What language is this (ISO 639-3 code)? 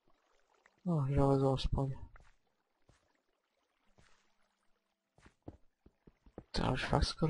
ces